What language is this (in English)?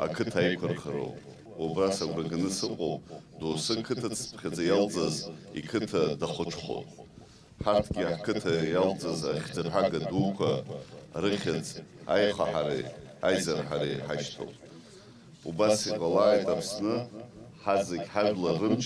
Abkhazian